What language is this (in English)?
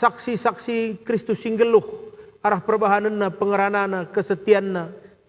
Batak Karo